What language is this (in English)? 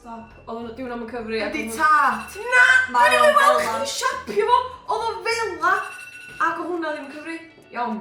Welsh